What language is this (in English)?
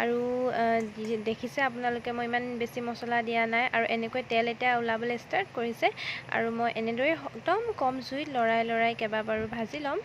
Assamese